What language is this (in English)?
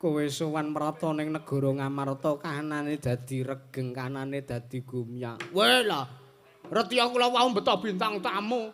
Javanese